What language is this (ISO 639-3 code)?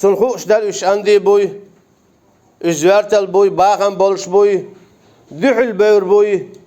che